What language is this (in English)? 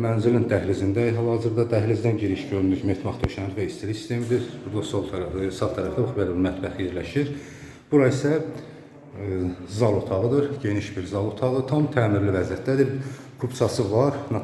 Azerbaijani